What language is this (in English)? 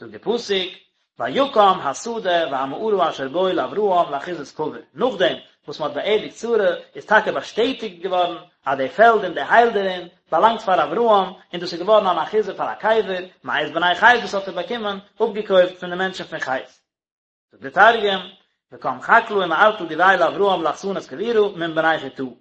Yiddish